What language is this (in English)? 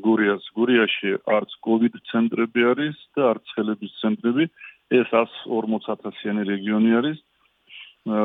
Georgian